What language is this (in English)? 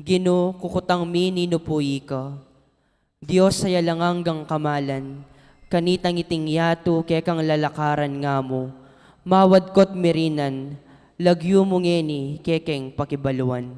Pampanga